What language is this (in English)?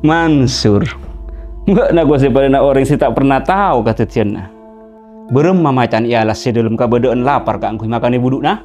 Madurese